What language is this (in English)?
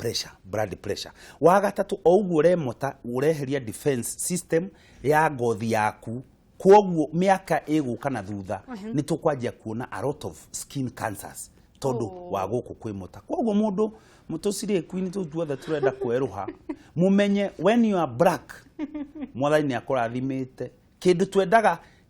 Kikuyu